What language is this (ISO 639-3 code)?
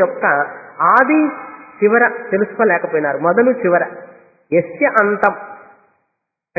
tel